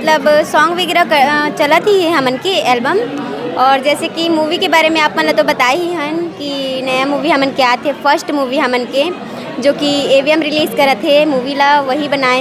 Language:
Chhattisgarhi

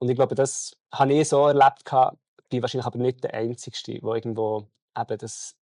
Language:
Swiss German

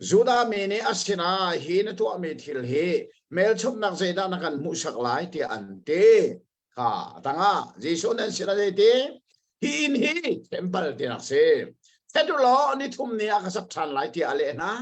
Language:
Hakha Chin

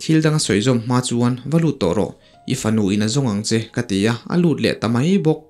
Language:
Mizo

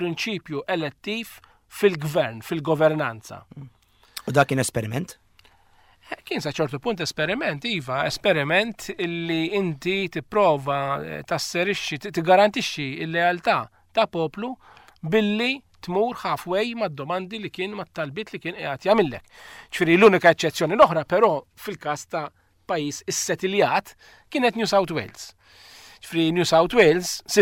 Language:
Maltese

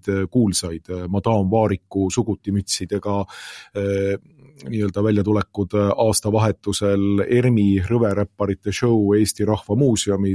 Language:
Estonian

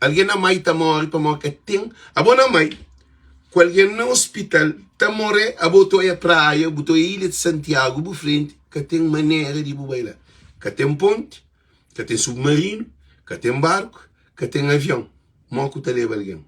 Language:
Kabuverdianu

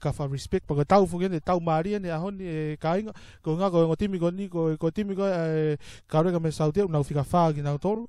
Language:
Tongan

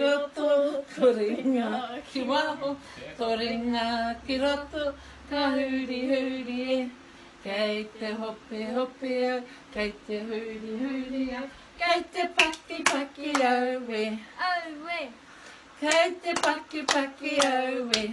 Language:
Māori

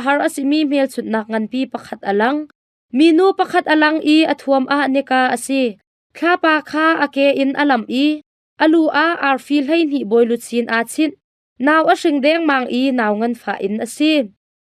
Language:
Hakha Chin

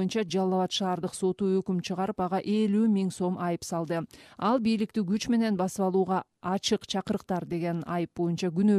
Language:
Kyrgyz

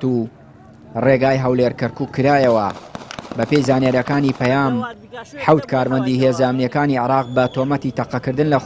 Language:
Central Kurdish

